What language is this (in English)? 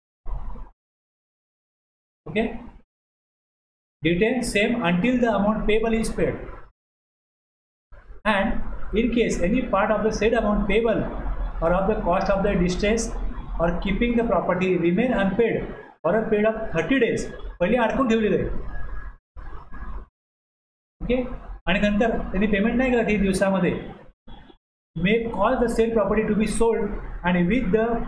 Marathi